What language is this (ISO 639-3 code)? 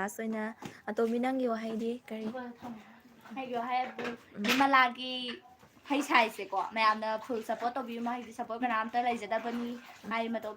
mni